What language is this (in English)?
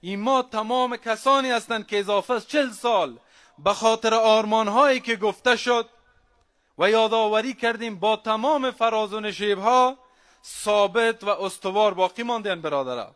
Persian